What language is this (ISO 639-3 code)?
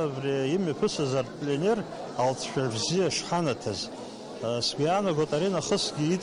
abk